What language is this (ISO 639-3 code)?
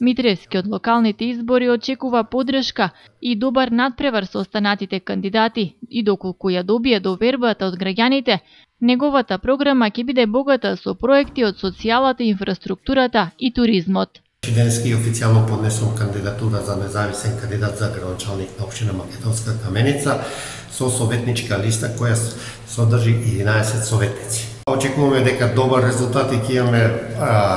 mkd